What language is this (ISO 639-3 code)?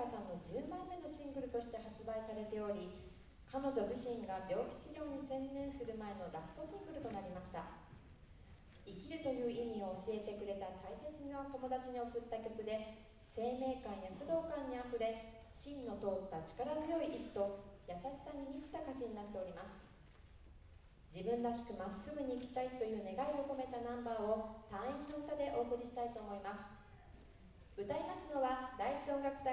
jpn